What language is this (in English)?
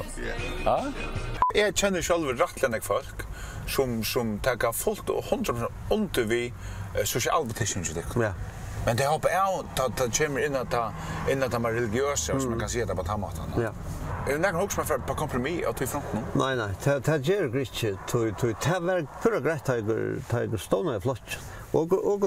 Faroese